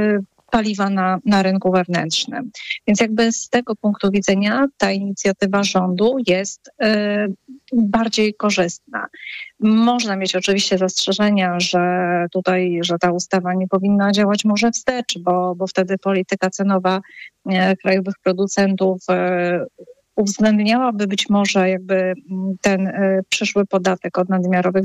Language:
Polish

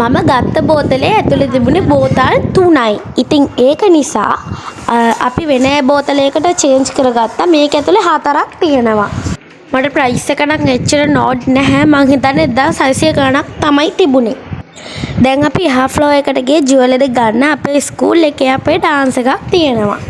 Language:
Sinhala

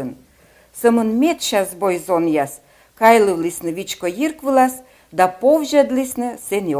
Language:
Komi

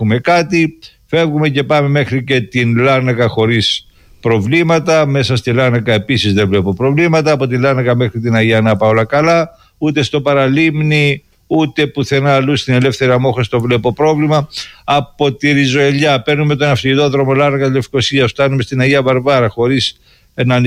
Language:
Greek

